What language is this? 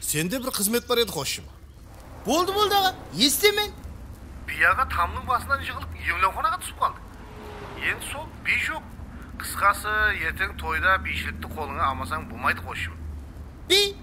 Kara-Kalpak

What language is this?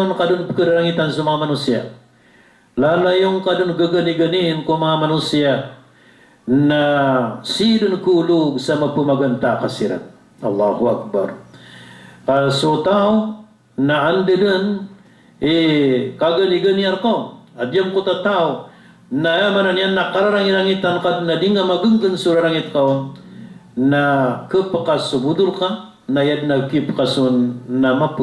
Maranao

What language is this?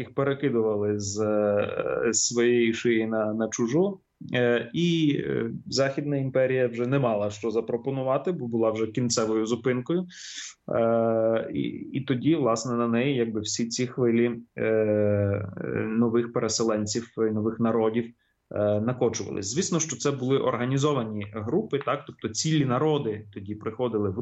Ukrainian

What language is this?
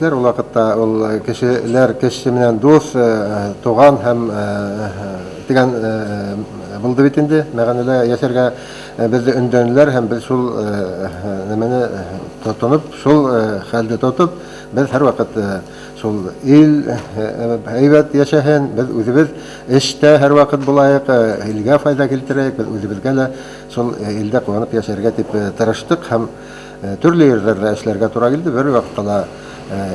Bashkir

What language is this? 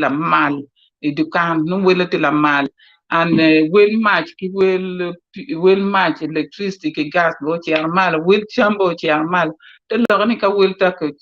Acoli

